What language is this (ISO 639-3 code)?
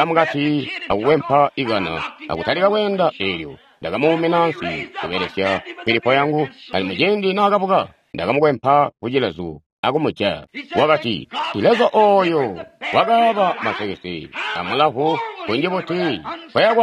toi